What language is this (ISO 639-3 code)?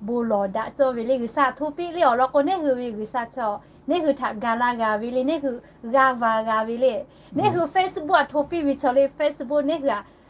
lhu